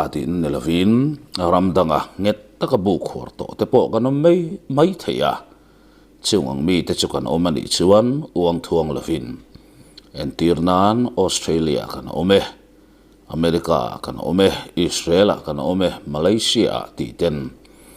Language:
Mizo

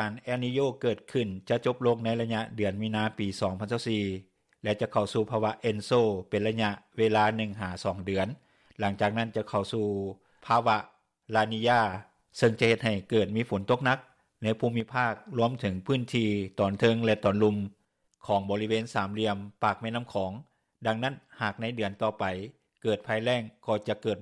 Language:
Lao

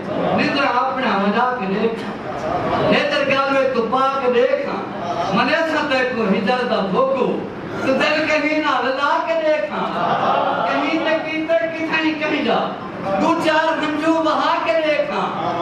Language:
Saraiki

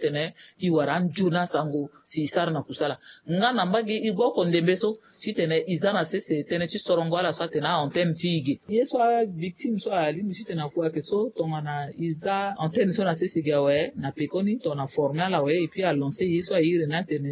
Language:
Sango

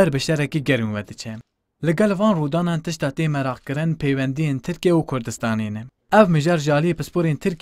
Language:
Kurdish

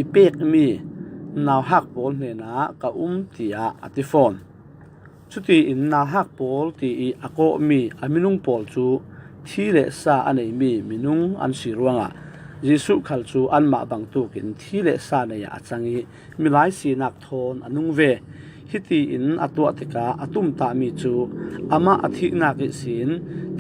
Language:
Falam Chin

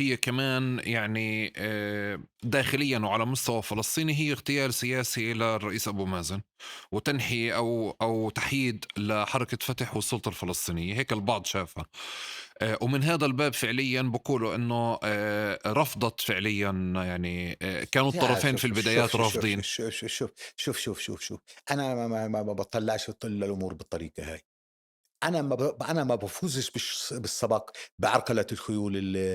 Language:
North Levantine Arabic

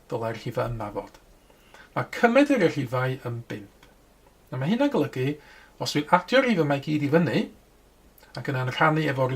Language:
Welsh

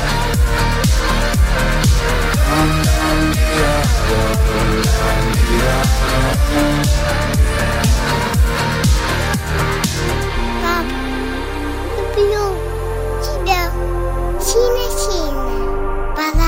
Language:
Russian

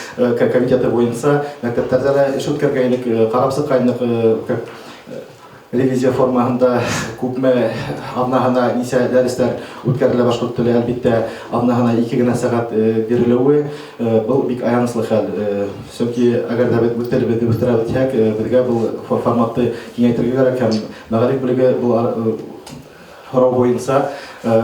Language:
Bashkir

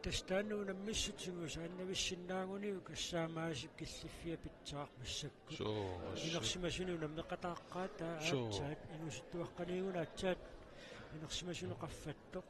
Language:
Kalaallisut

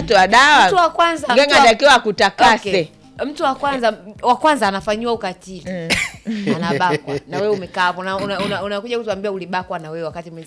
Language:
Swahili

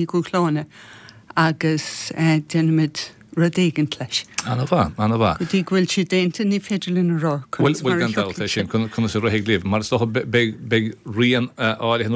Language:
Irish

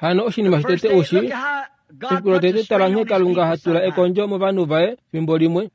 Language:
Kuanyama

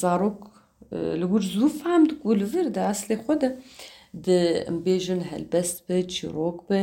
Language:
Kurdish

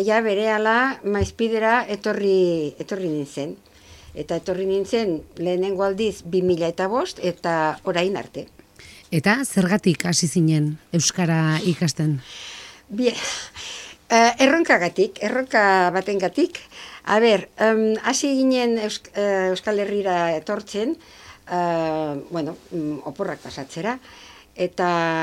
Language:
Basque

